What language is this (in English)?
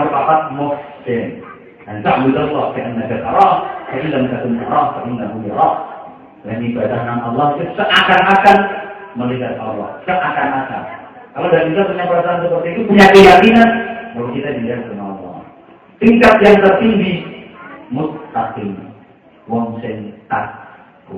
Javanese